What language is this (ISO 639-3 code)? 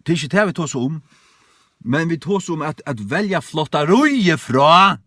fao